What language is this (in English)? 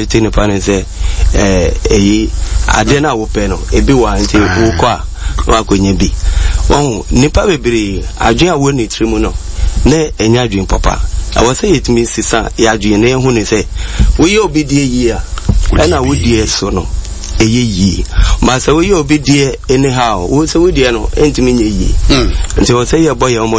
Akan